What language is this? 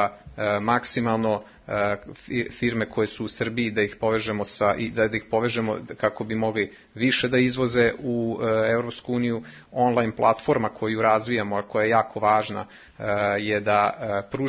Serbian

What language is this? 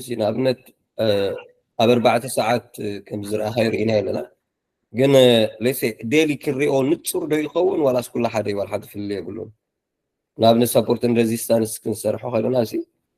Tigrinya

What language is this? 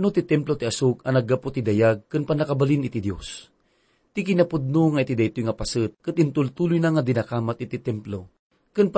Iloko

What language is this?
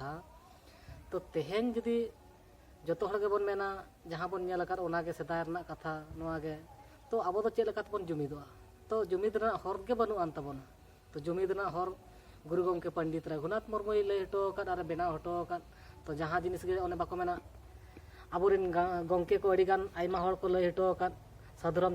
Santali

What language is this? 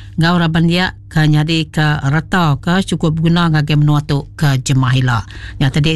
Iban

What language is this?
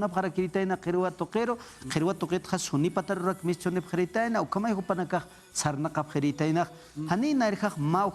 Aymara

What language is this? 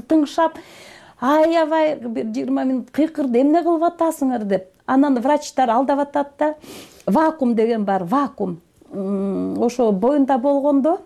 Kyrgyz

